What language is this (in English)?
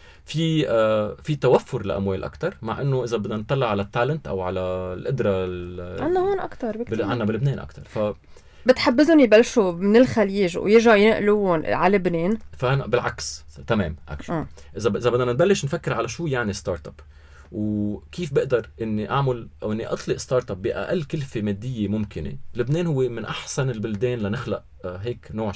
North Levantine Arabic